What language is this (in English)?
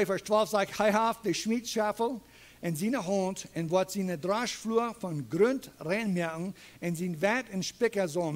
Plautdietsch